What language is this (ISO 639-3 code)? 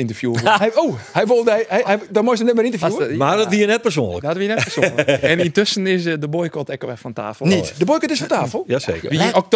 fry